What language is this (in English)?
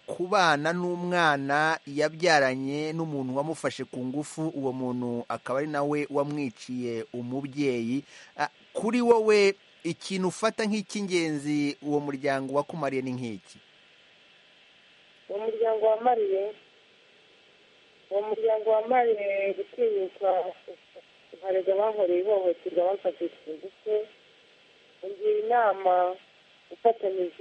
Kinyarwanda